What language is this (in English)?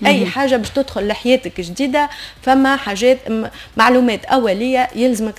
Tunisian Arabic